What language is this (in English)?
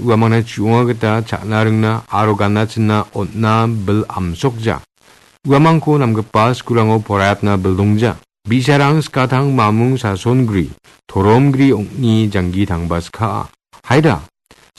Garo